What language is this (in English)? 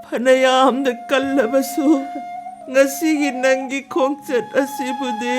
Manipuri